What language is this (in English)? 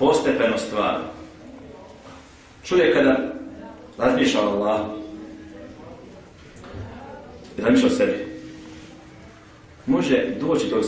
Bosnian